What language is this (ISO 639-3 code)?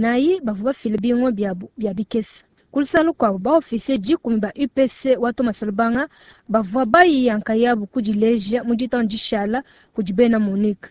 lua